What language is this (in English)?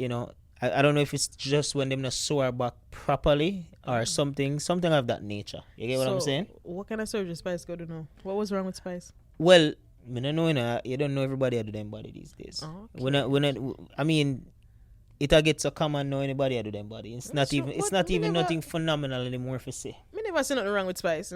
Jamaican Creole English